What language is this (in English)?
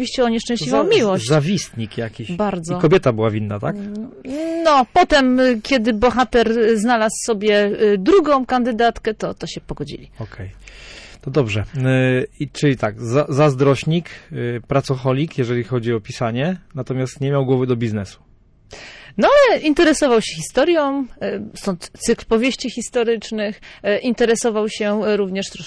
Polish